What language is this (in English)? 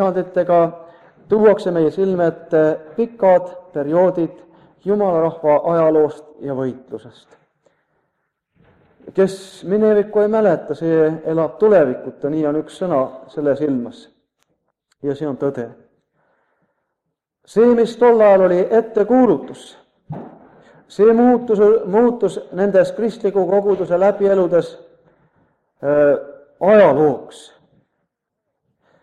Estonian